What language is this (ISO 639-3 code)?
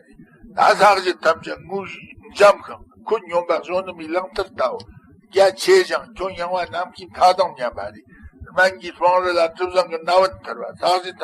bod